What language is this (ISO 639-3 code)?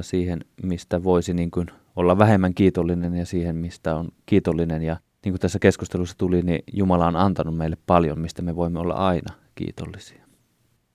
fin